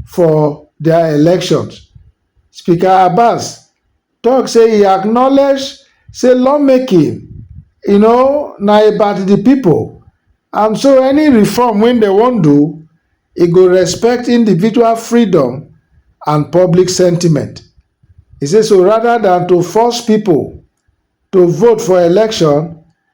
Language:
Nigerian Pidgin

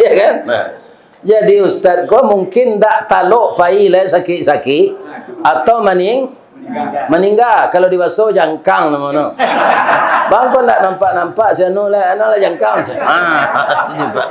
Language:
Minangkabau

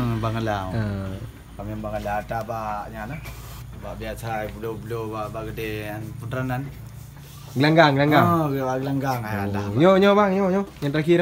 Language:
Achinese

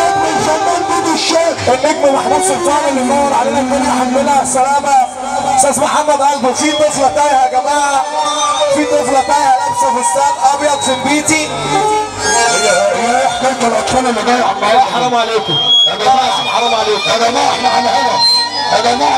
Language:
Egyptian Arabic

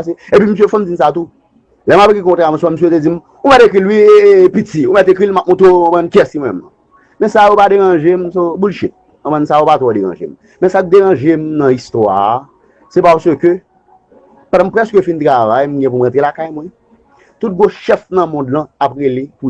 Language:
Haitian Creole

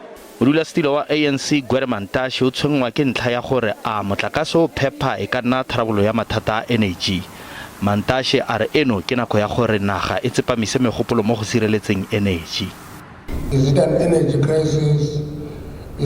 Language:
Tswana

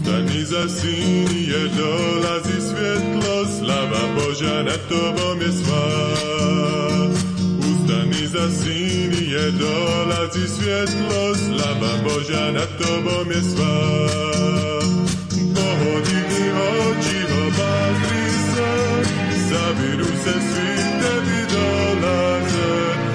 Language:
Croatian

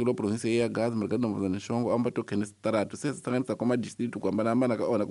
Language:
Tsonga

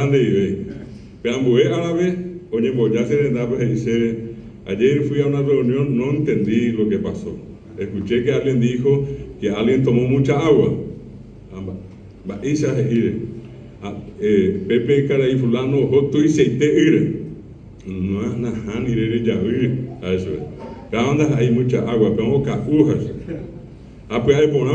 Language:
Guarani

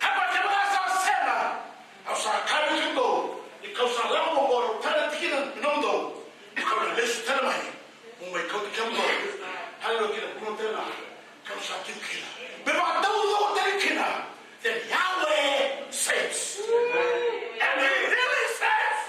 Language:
Fijian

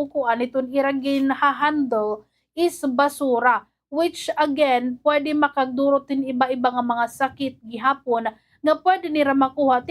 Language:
Waray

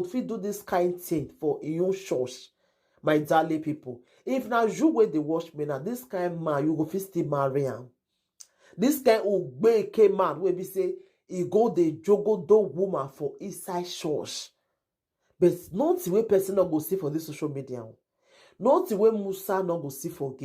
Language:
Nigerian Pidgin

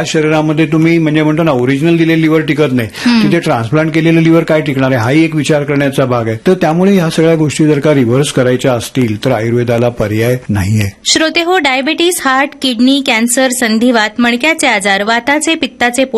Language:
Marathi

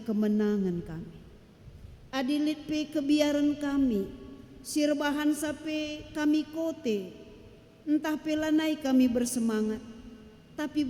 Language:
Batak Karo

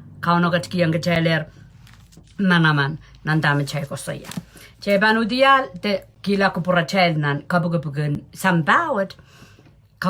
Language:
Pohnpeian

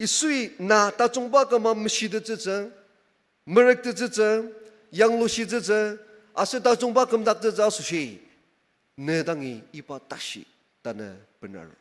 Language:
Ao Naga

